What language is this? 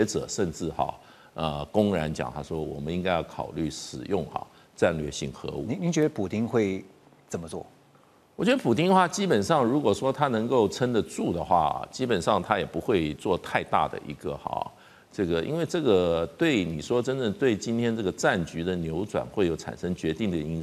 Chinese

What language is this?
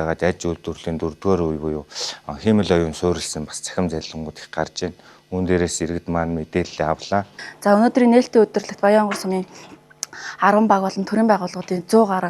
Mongolian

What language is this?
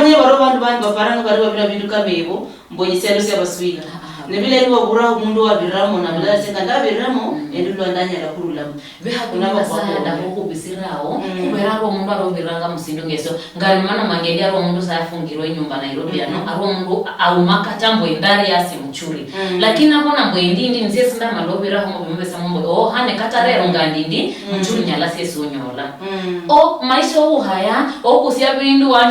Luyia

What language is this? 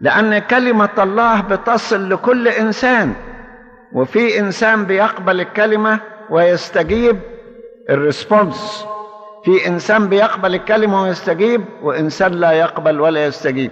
Egyptian Arabic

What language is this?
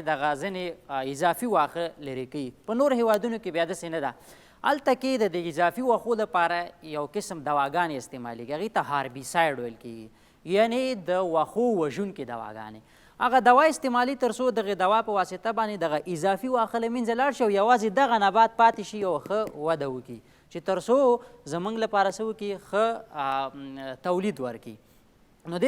Pashto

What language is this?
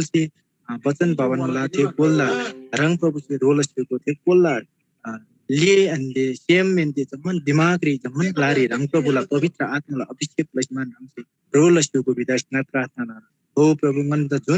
Eastern Tamang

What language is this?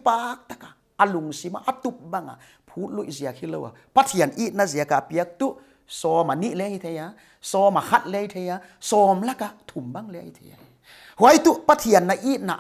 Paite Chin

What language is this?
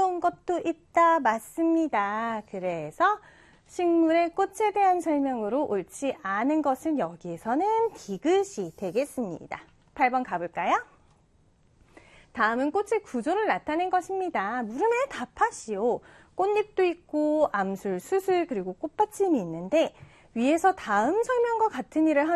Korean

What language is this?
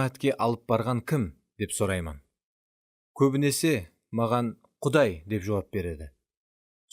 Kara-Kalpak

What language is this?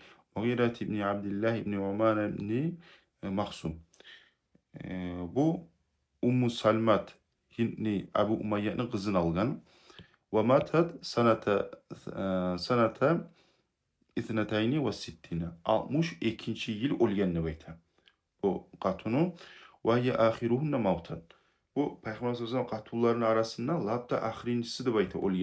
Kumyk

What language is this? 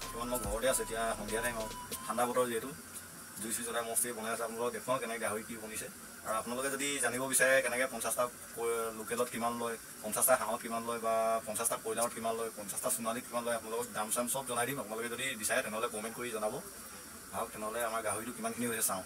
Assamese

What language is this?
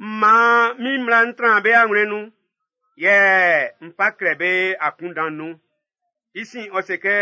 Baoulé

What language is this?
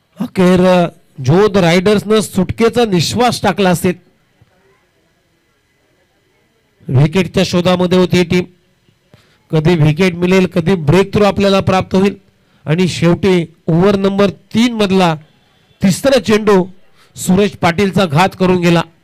Marathi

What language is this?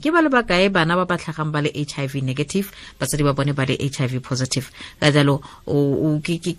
Tswana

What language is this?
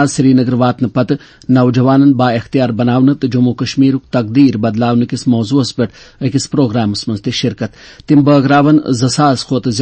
Kashmiri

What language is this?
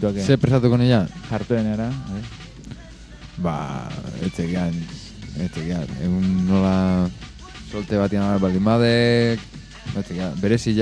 Basque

